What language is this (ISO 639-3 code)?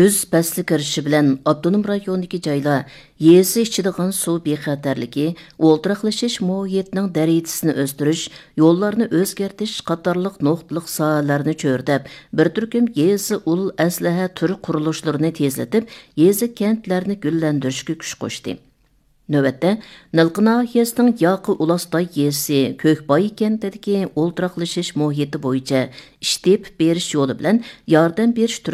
uig